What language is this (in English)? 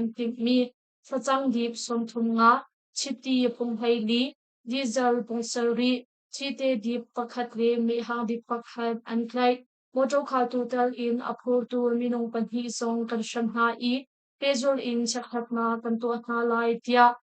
Hakha Chin